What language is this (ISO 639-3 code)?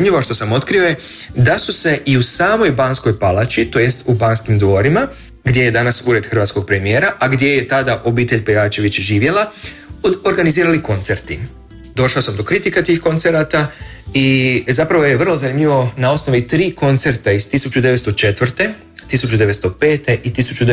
hrv